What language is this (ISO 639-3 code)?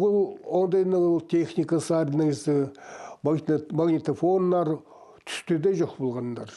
kjh